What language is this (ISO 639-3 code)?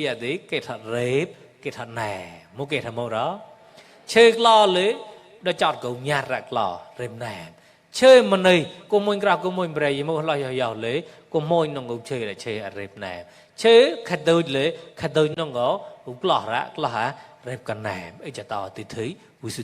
mnw